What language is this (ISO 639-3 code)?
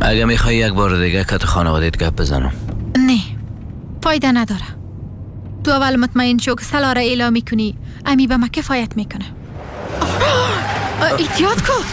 tgk